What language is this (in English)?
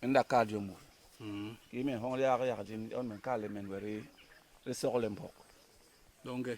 Basaa